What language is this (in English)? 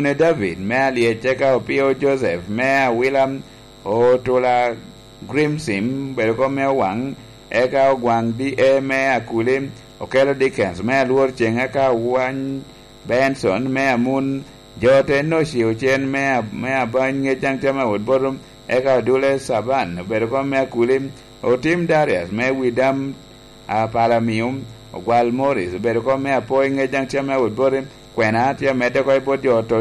Lango (Uganda)